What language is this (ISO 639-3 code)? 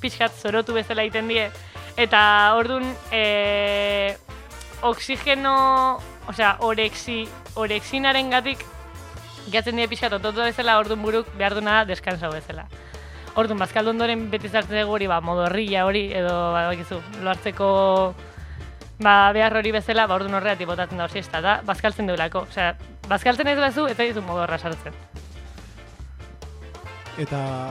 eus